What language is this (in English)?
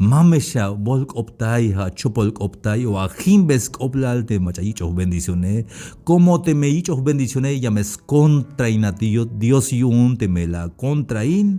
Tzeltal